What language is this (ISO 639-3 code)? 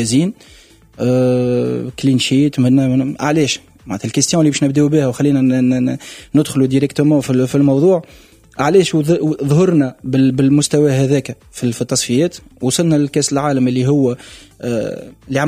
aeb